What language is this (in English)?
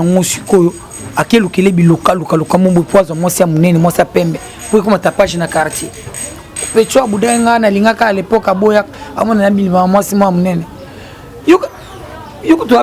Lingala